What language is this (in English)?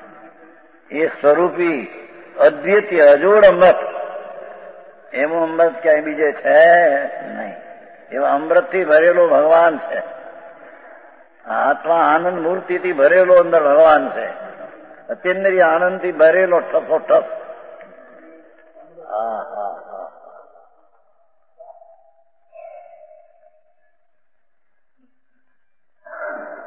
Gujarati